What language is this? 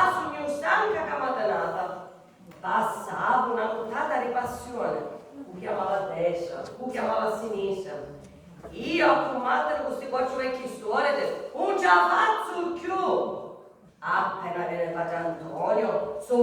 Sicilian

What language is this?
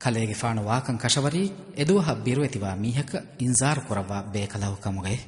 Divehi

